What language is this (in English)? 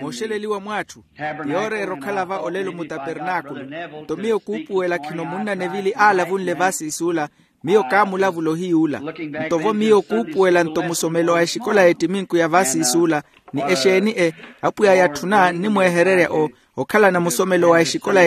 Makhuwa